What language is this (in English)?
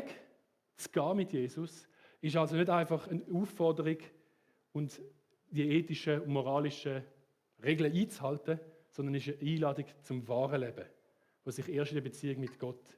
Swiss German